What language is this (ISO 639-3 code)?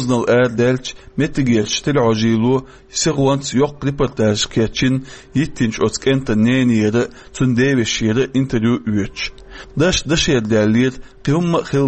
che